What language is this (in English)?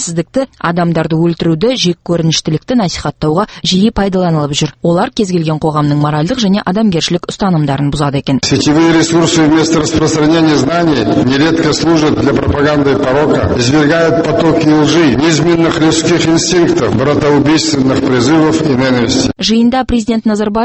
Kazakh